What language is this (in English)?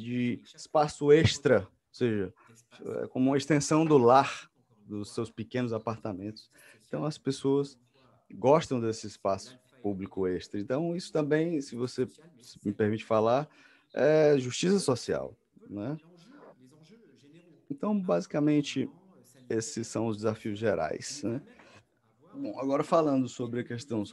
Portuguese